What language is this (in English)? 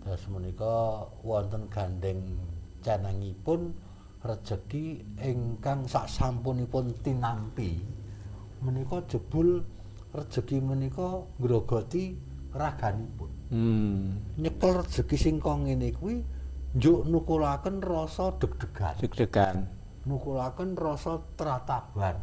Javanese